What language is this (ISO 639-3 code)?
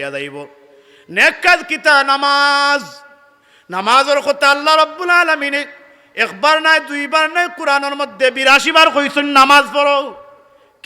syl